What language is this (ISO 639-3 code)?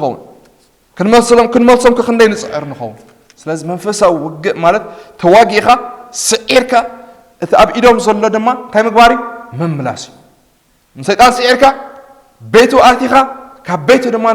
tir